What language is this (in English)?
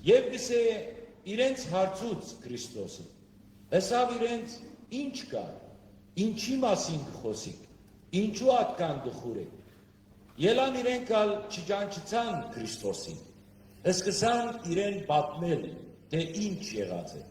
Western Armenian